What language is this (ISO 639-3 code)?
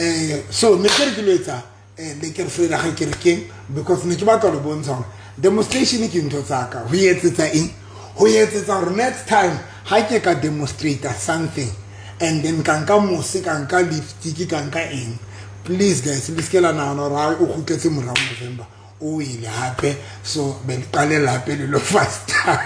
sot